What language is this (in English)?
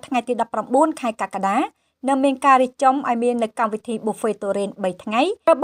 Khmer